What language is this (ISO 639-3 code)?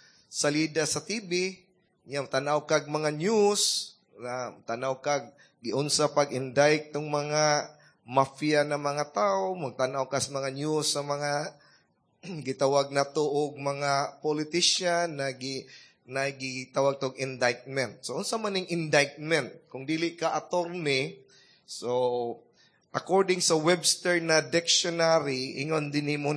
ceb